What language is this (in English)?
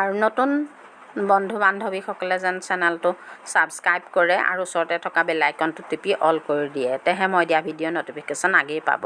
Assamese